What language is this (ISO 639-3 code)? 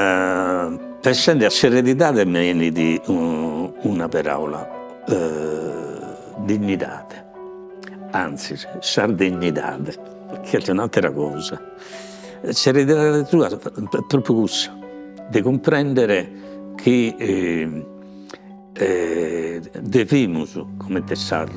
srd